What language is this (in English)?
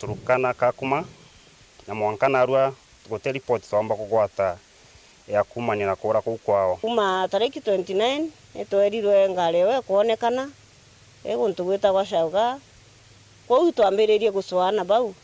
Meru